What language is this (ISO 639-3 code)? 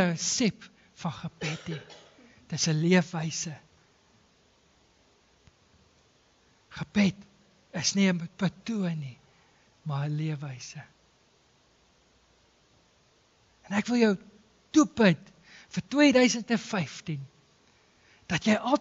afr